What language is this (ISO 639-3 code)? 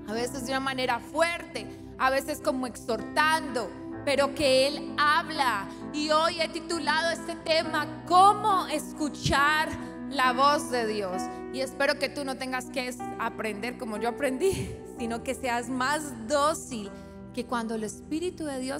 spa